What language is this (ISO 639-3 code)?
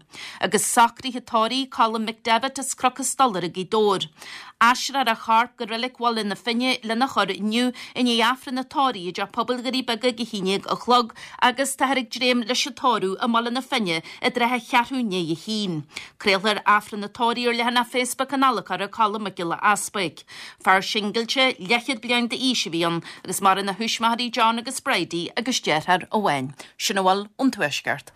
gle